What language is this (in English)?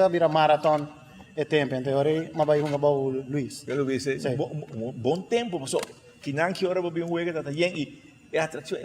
Papiamento